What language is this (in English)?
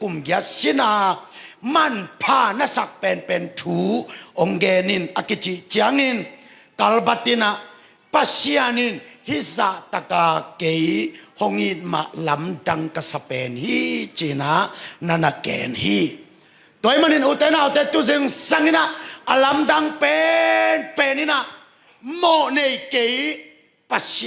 Tedim Chin